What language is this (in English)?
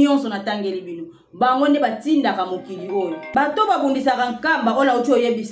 Lingala